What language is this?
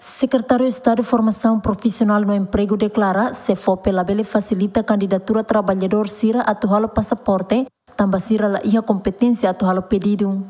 Tetum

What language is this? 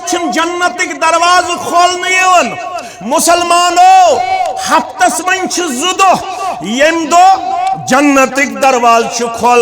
Kashmiri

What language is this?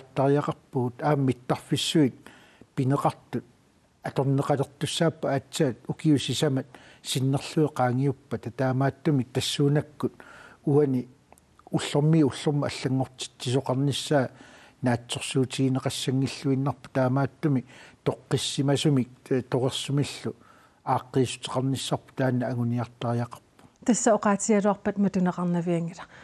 Kalaallisut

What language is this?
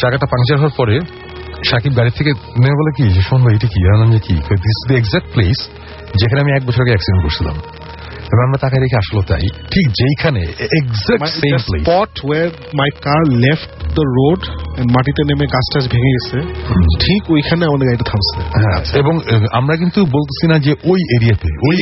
Bangla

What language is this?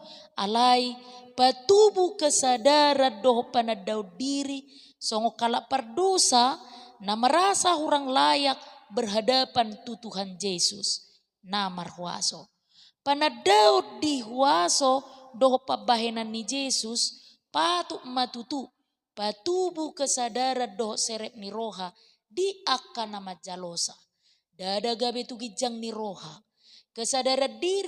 Batak Toba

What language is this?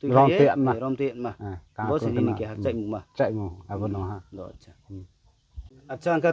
Riang (India)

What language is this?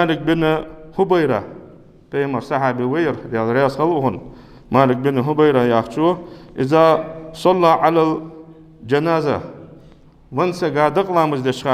Ingush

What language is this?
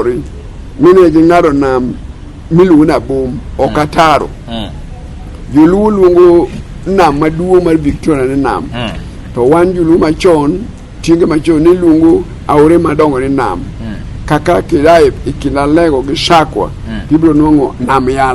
Luo (Kenya and Tanzania)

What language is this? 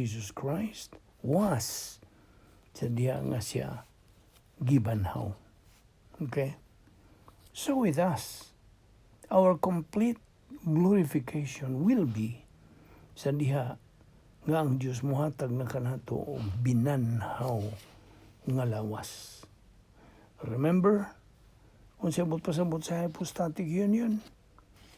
Cebuano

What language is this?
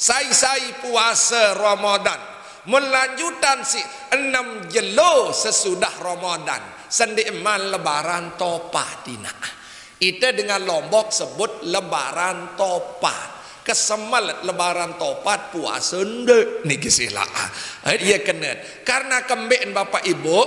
Sasak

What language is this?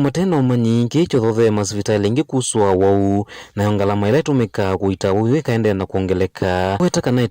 Kamba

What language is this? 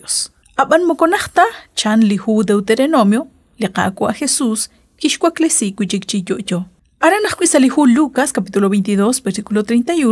Kekchí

